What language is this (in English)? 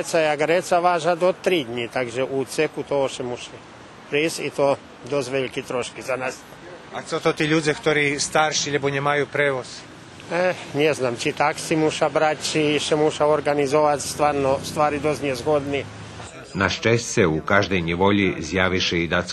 Rusyn